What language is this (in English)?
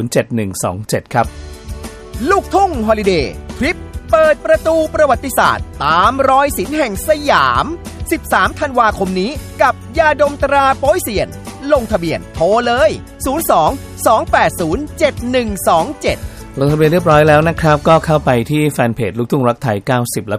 Thai